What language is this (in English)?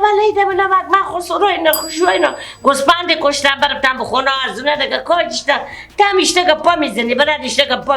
Persian